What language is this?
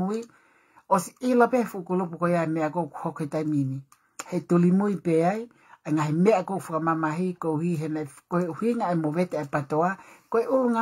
Tongan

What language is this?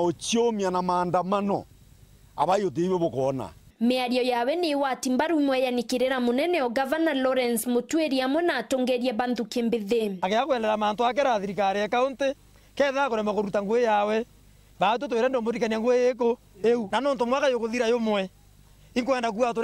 Meru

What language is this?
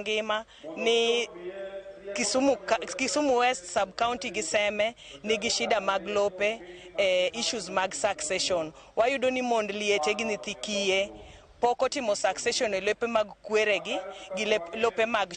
Luo (Kenya and Tanzania)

